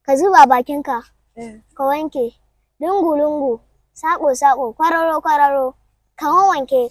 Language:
Hausa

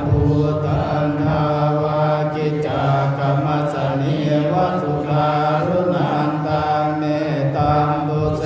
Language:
Pali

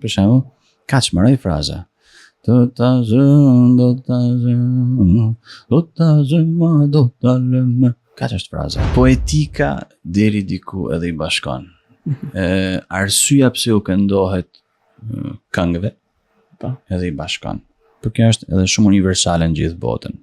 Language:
Albanian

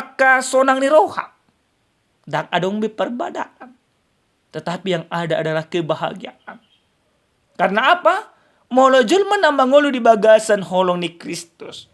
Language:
Batak Toba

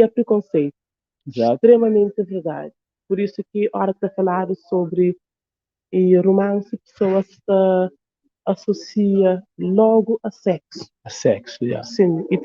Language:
Kabuverdianu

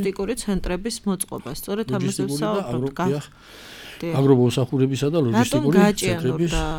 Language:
Georgian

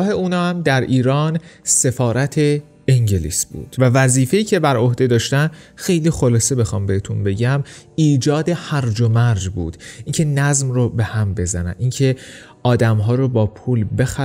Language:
Persian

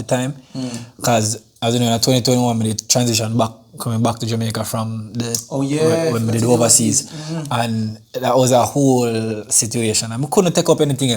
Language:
Jamaican Creole English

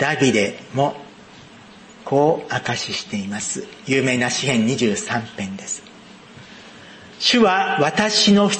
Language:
Japanese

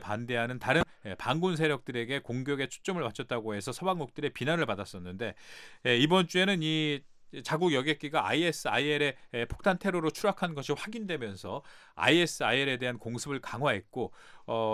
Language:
Korean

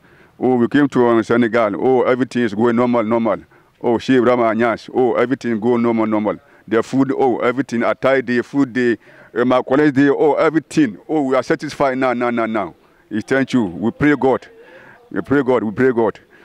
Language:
Hausa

